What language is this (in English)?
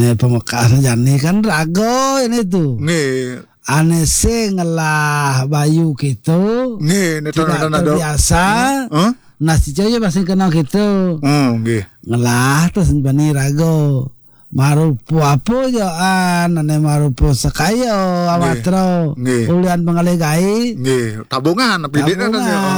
Balinese